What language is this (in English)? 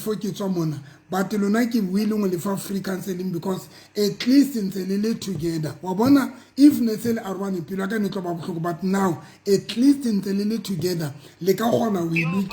Southern Sotho